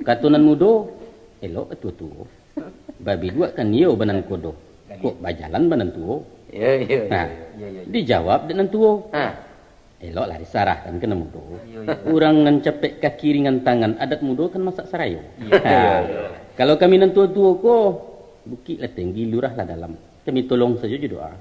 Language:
Minangkabau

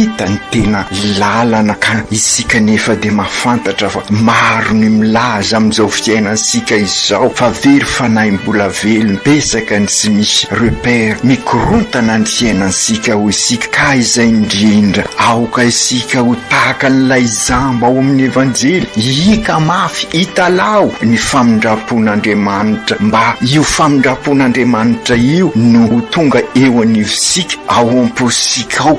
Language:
Malagasy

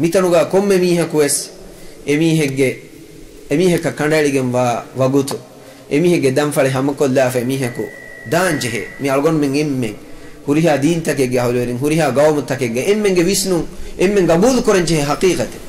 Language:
Divehi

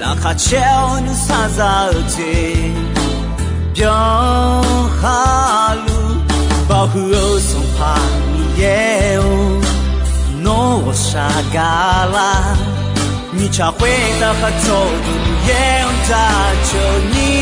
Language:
Akha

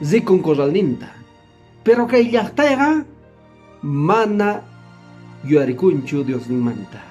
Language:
Quechua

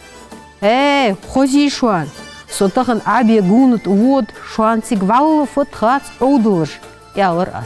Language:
Ingush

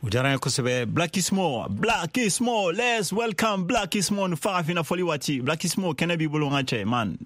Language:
Bambara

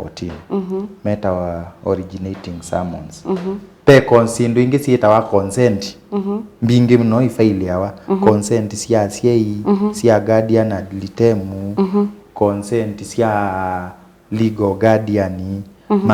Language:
Kamba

